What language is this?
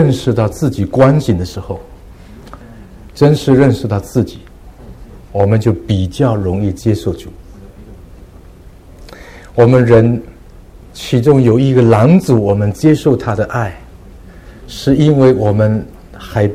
Chinese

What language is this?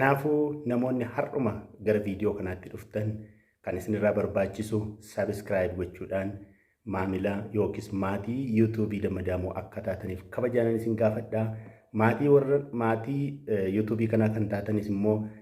Oromo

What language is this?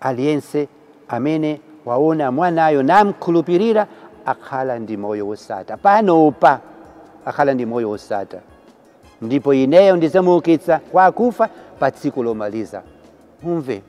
Nyanja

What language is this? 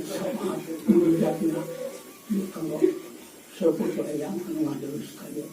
Sundanese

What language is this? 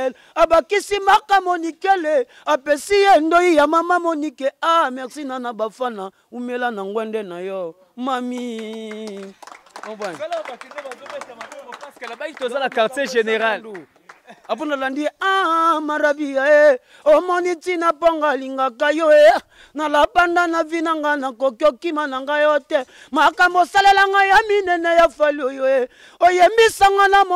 Lingala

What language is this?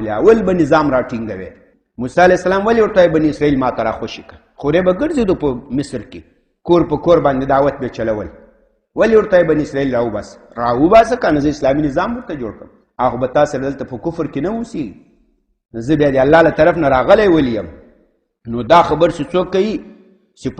Pashto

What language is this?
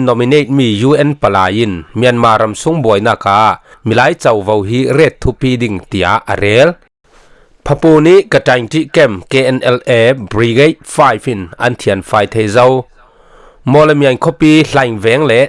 Falam Chin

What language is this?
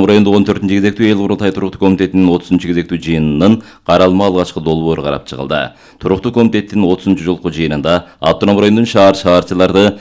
Kyrgyz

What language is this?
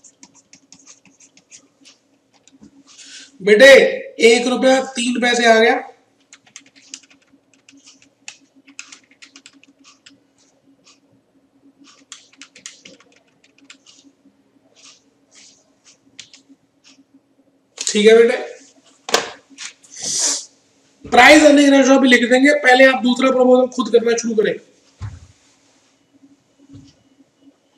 Hindi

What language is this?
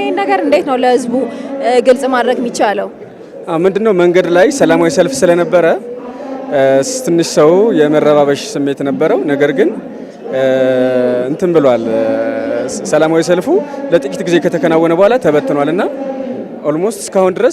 Amharic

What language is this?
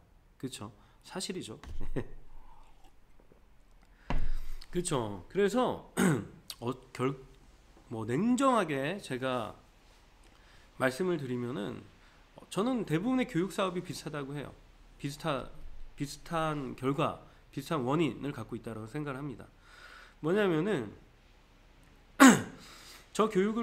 Korean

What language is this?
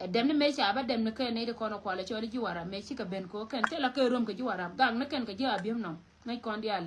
Nuer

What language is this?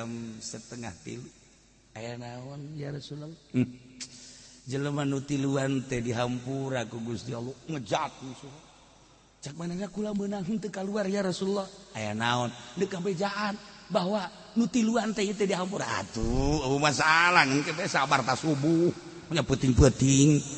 Sundanese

